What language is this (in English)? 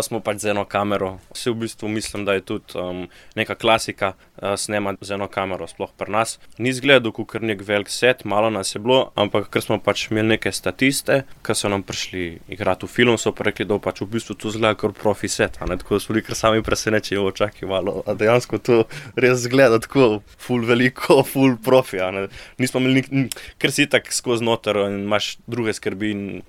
Slovenian